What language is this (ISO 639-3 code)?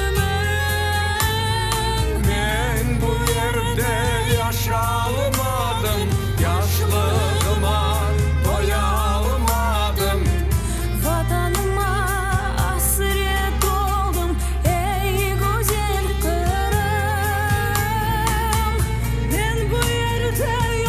crh